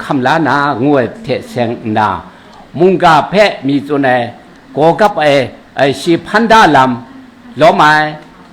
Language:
Kachin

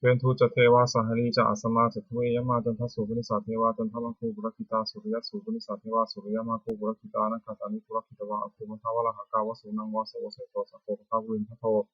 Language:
Pali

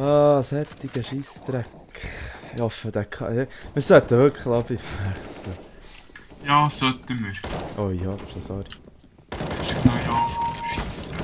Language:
Swiss German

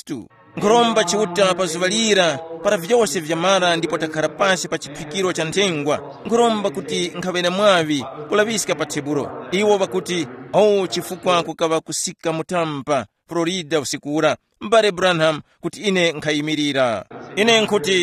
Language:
Tumbuka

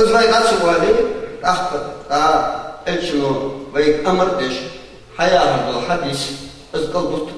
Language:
Ingush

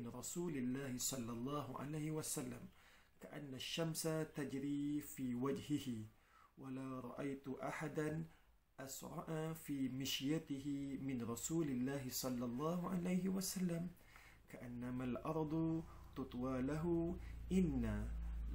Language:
Malay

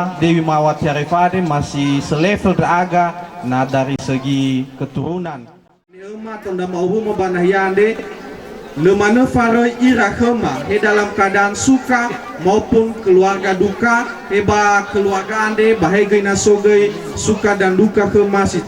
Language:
Nias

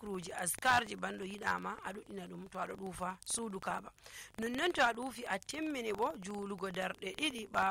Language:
Nigerian Fulfulde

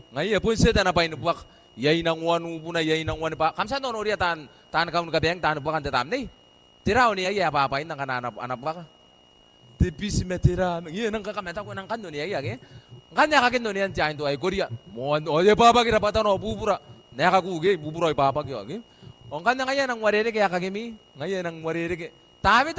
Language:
Gilbertese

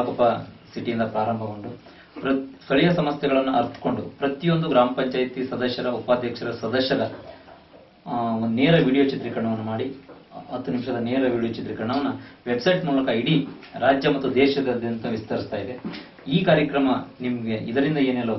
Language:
Kannada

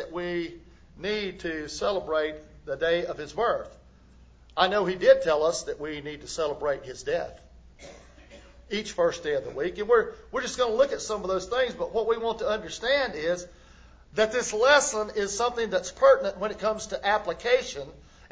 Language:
English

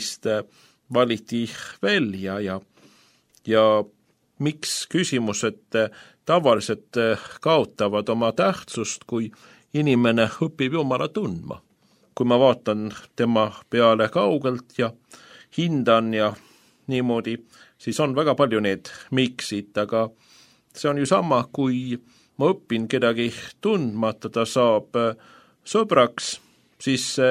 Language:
Estonian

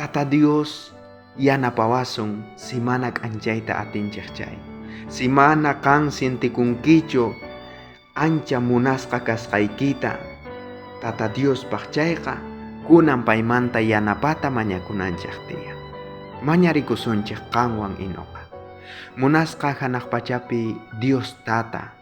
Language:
South Bolivian Quechua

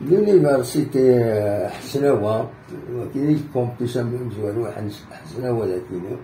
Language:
Kabyle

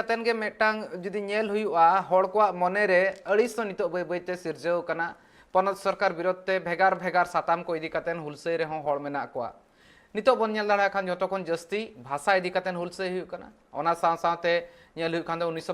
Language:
Santali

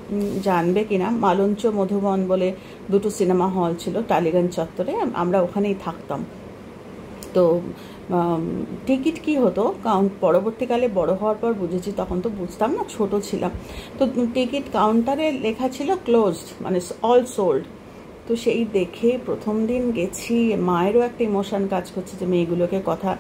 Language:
Bangla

